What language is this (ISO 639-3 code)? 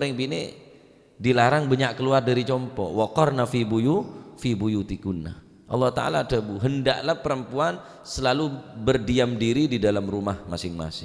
mad